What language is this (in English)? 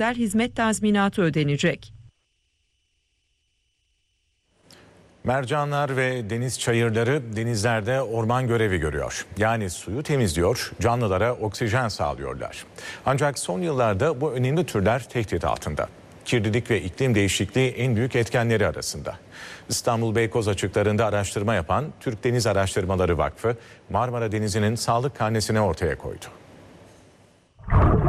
Turkish